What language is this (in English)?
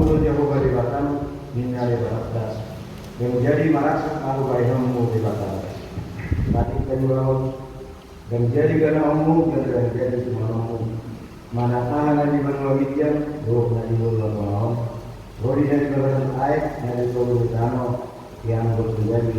Batak Toba